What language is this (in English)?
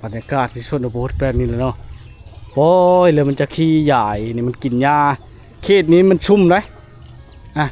Lao